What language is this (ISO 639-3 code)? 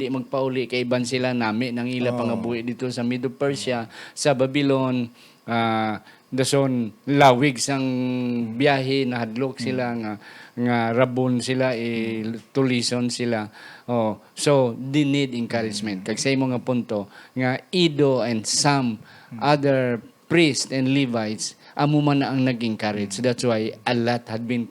hil